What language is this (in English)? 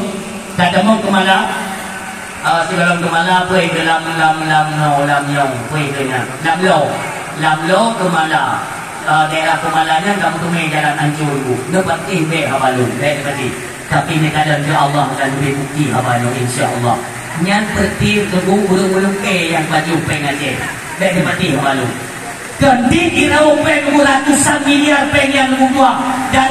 Achinese